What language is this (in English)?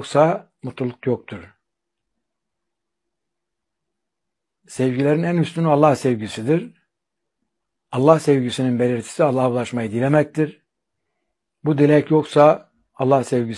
Turkish